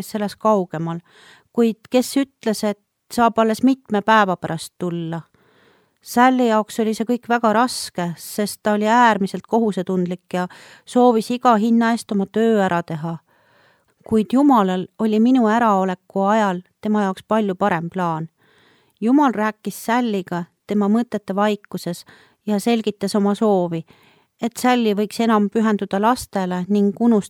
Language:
Estonian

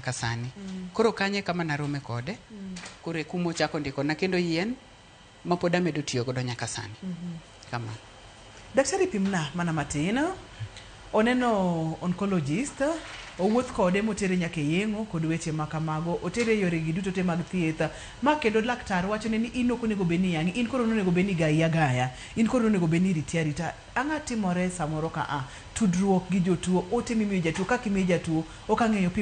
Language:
Luo (Kenya and Tanzania)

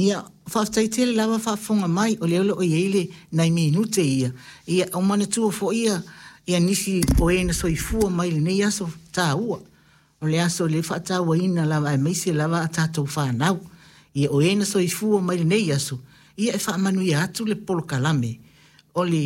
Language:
Samoan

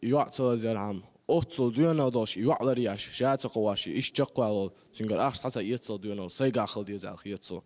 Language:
Chechen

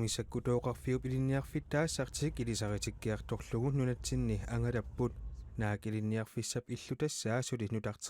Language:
Kalaallisut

